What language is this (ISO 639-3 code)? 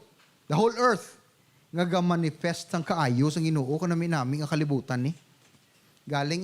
hil